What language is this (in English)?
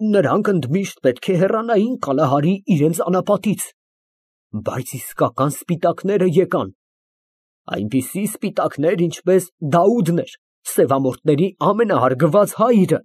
Armenian